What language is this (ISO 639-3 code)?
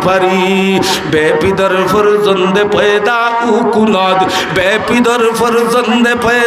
syl